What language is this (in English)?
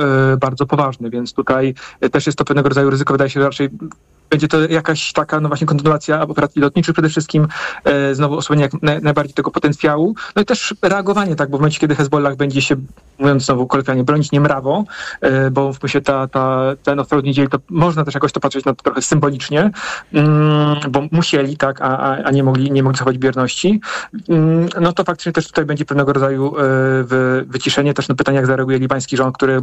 Polish